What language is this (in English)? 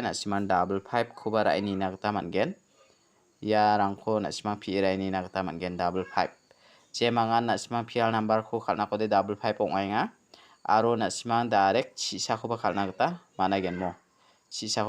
Garo